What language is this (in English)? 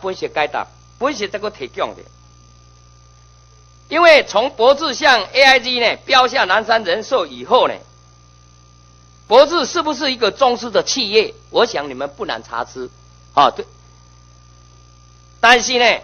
Chinese